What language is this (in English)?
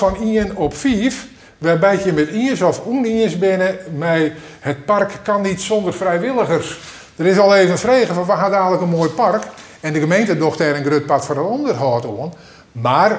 Western Frisian